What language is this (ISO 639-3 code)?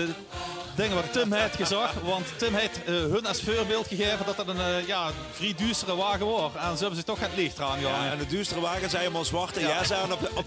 lim